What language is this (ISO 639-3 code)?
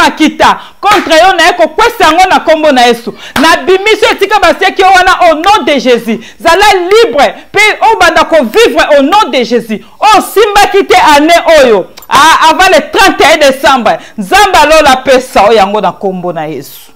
lin